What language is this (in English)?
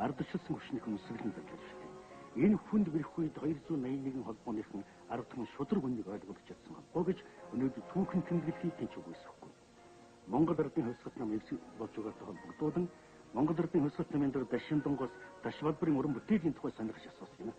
Mongolian